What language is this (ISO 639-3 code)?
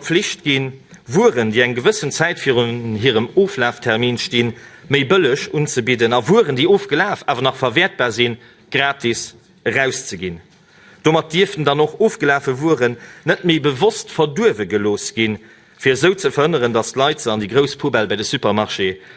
ltz